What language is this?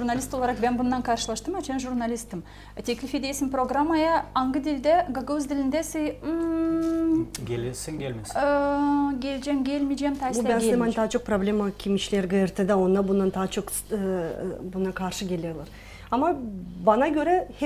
Gagauz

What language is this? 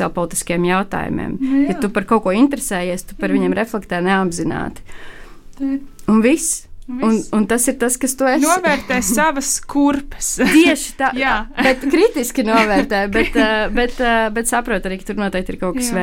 Latvian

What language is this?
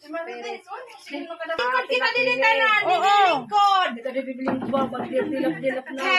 Waray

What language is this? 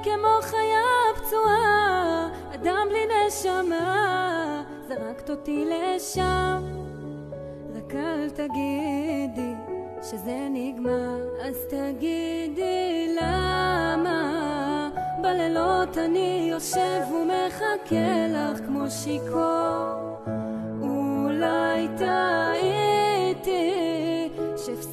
Hebrew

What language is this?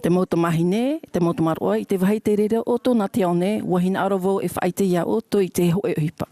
Tahitian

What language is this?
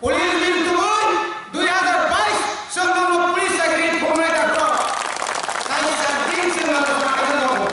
Kok Borok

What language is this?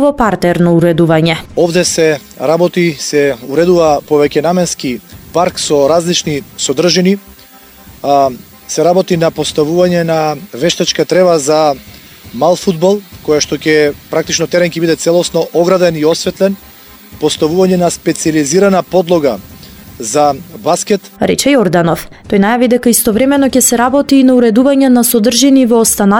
Macedonian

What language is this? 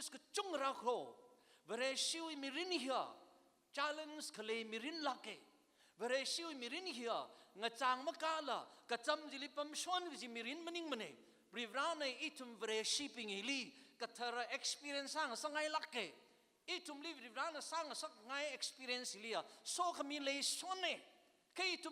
Tangkhul Naga (India)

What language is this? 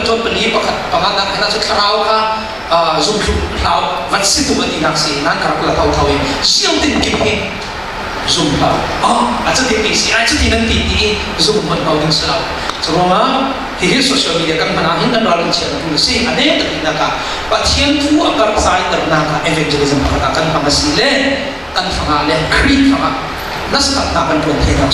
Falam Chin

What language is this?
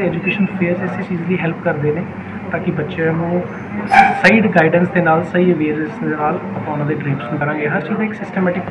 Punjabi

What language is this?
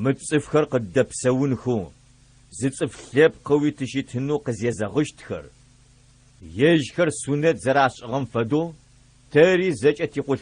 Adyghe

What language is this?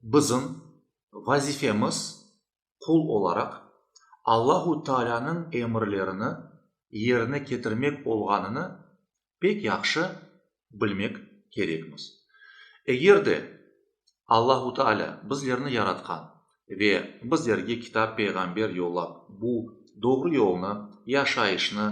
Crimean Tatar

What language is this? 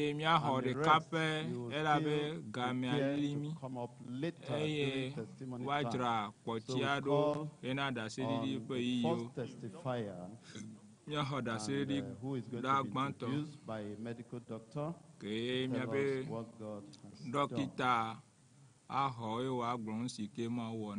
Ewe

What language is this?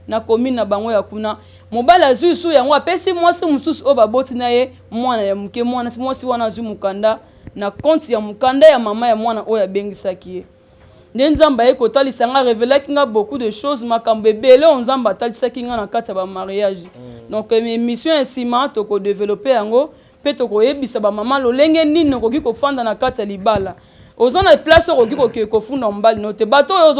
Lingala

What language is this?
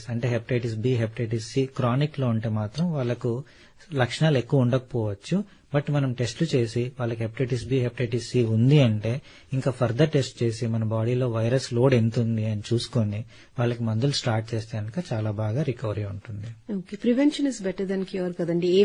Telugu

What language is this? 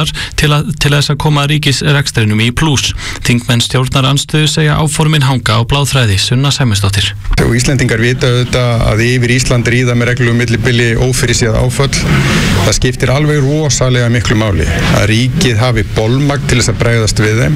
Icelandic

